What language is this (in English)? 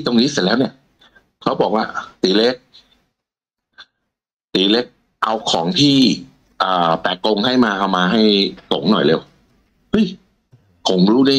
Thai